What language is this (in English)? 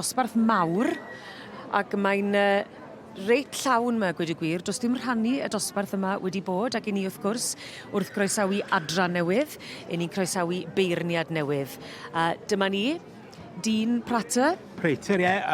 Welsh